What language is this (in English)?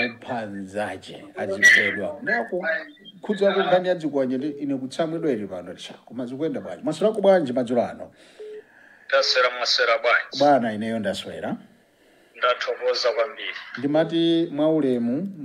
Nyanja